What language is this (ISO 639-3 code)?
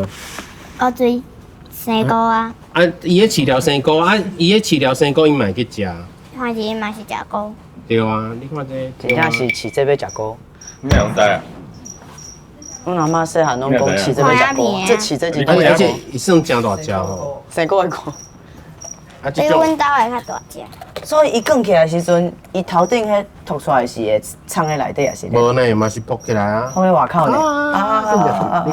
nan